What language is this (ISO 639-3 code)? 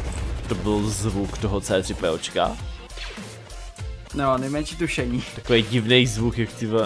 ces